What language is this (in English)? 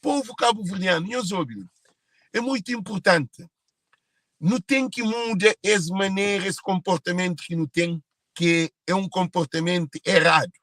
Kabuverdianu